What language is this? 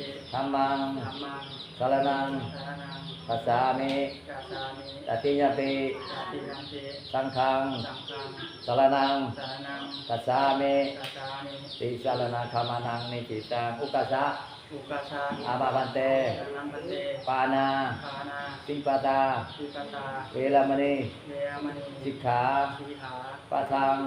Pali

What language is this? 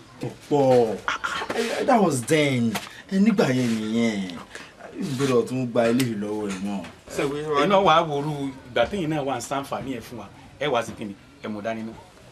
Yoruba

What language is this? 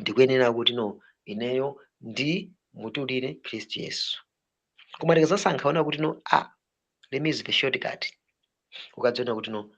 Nyanja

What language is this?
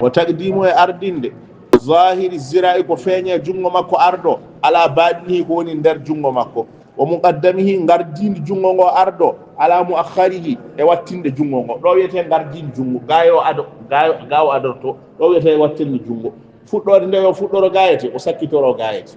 Fula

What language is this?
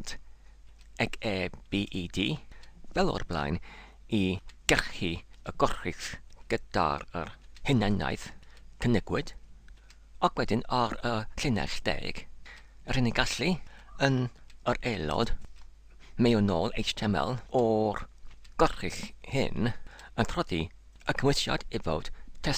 Welsh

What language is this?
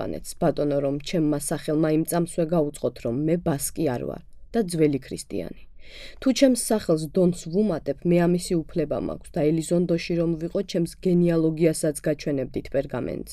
Georgian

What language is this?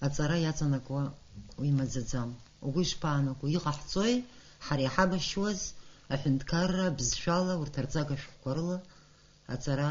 Abkhazian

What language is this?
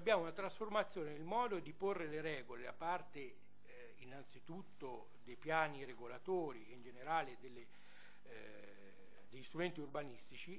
Italian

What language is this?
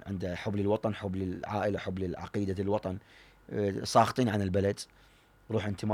Mesopotamian Arabic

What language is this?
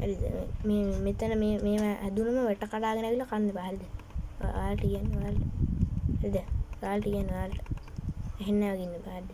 Sinhala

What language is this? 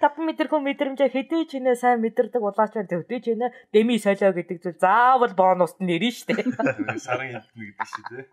Mongolian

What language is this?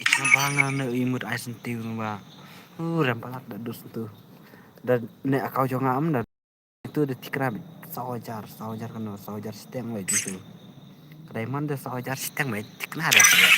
Khasi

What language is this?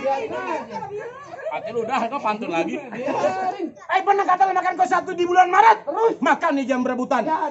Betawi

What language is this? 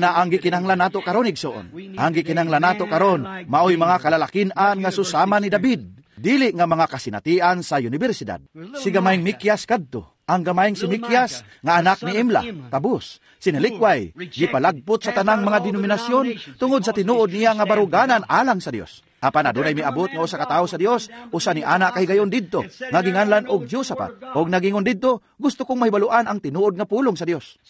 Cebuano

